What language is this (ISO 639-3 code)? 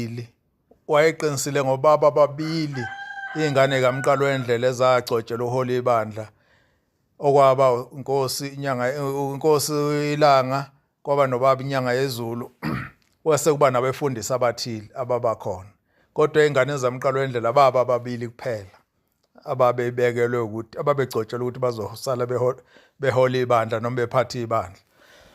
zul